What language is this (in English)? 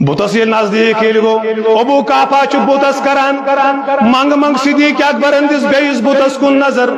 Kashmiri